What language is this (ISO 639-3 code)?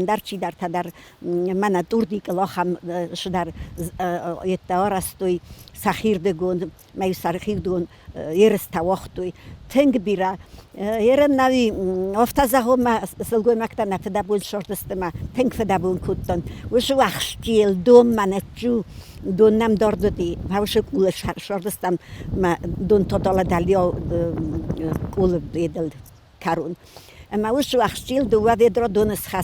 oss